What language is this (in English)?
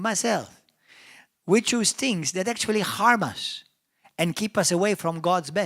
English